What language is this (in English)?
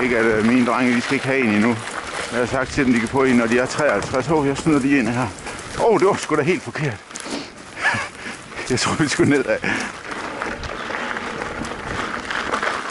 Danish